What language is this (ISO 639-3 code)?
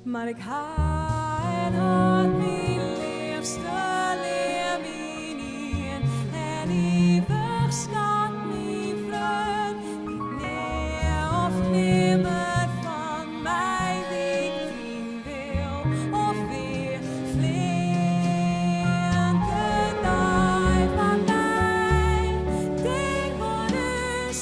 fry